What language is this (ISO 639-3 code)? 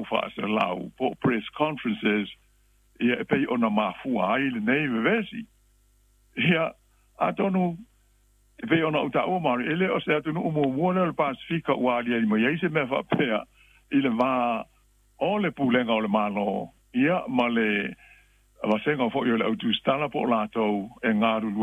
smo